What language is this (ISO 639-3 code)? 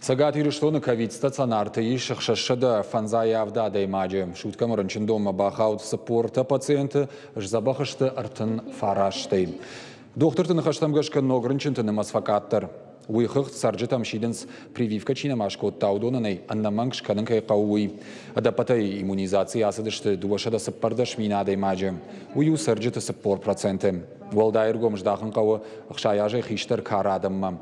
oss